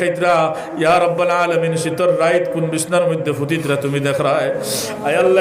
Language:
Sylheti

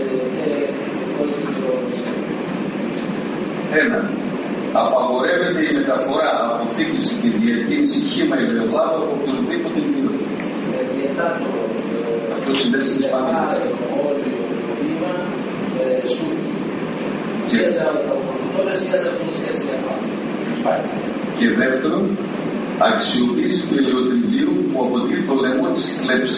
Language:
Greek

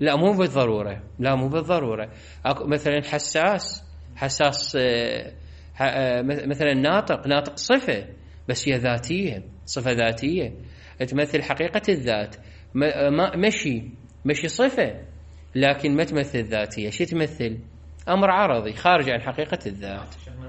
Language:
Mesopotamian Arabic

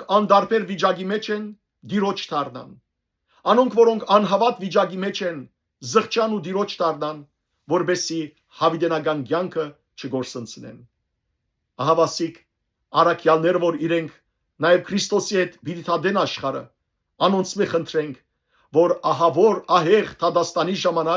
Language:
Western Armenian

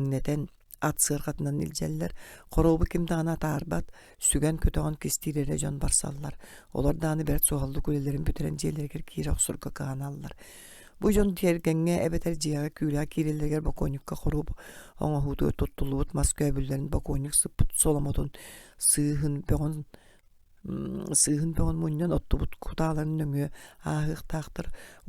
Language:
Yakut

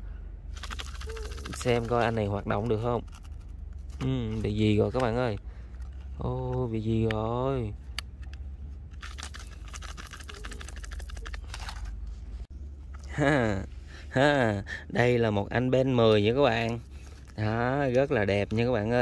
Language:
Vietnamese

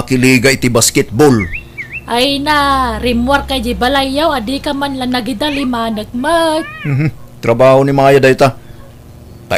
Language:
Iloko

